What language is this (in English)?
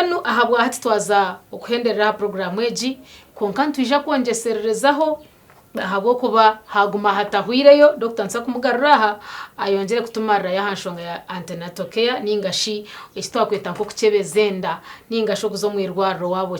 Nyankole